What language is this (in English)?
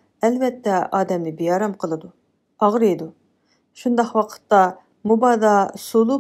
Uyghur